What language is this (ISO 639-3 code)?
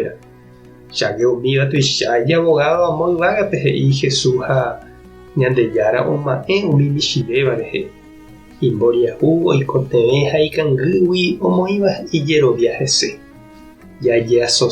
grn